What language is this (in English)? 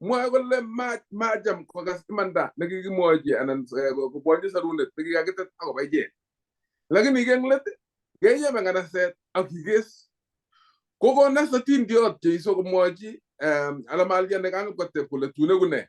Kalenjin